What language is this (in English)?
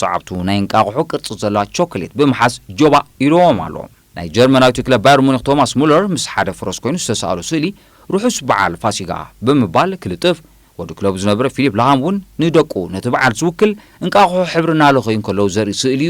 Tigrinya